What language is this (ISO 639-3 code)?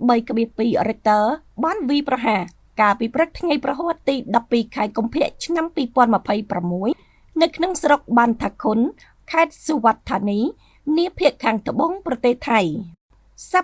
khm